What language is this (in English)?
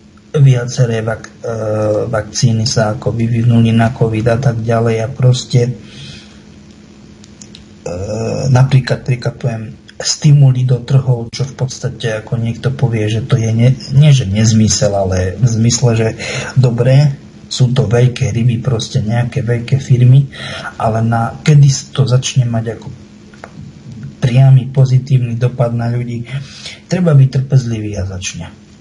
Slovak